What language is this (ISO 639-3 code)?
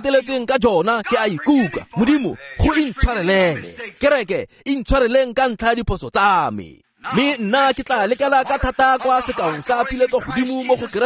tsn